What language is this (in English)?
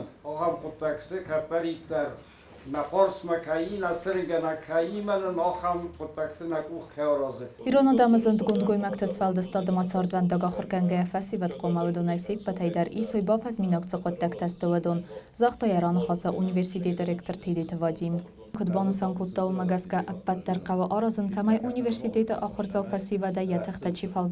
Ossetic